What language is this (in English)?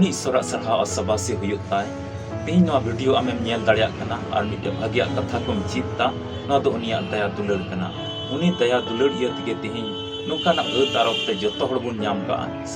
Santali